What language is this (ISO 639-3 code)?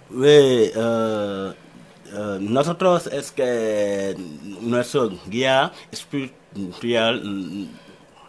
spa